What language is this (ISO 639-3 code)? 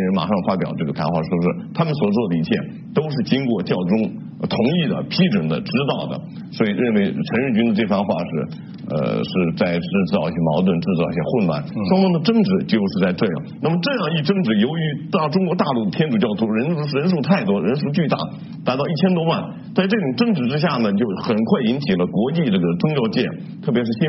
zho